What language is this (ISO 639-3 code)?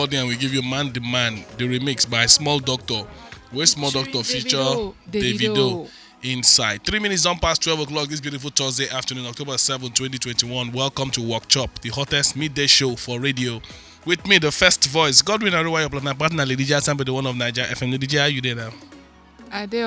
pcm